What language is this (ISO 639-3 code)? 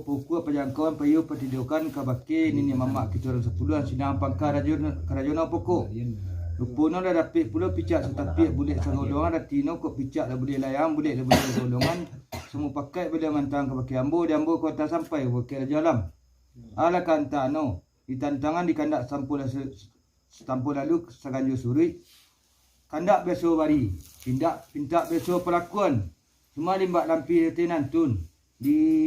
min